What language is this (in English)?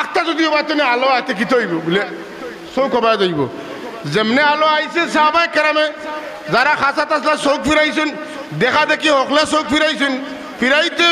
Sylheti